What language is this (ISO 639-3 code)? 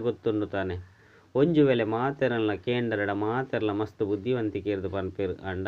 tcy